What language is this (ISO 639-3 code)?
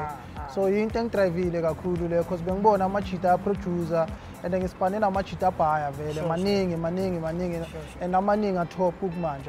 zul